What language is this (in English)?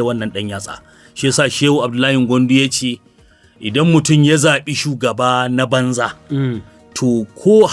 Hausa